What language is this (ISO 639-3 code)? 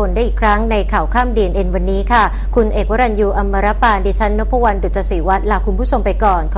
tha